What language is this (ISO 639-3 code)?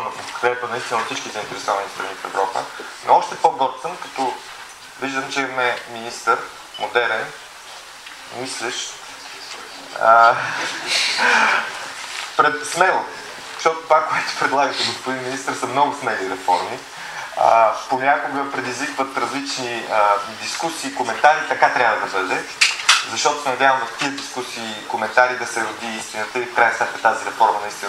bul